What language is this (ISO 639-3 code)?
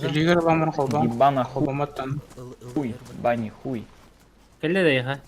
sah